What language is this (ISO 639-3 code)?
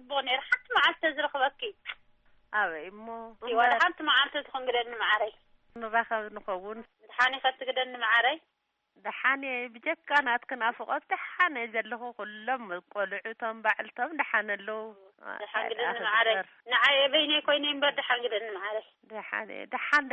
tir